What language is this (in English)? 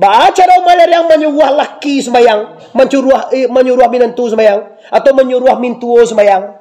Minangkabau